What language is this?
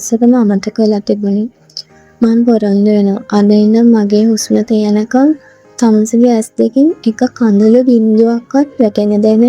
Sinhala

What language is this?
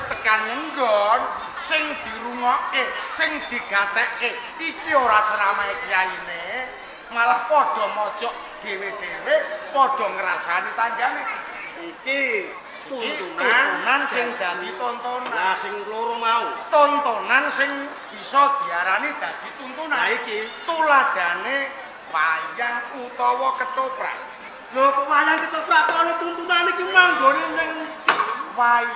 Javanese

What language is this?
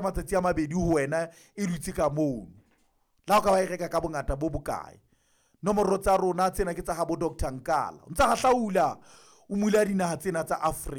Southern Sotho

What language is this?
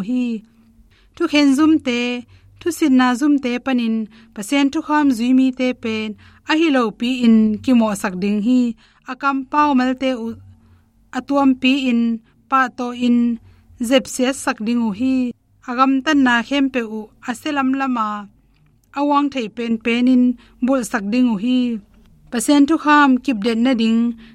Tedim Chin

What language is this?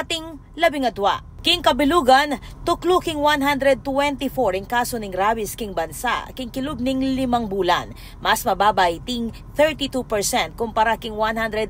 Pampanga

